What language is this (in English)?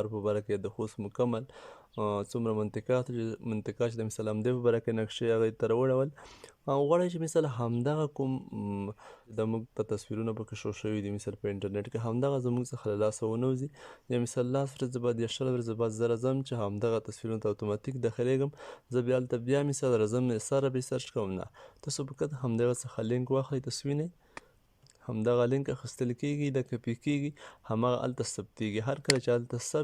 Pashto